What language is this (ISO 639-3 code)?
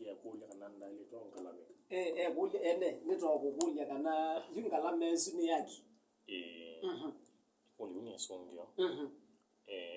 kam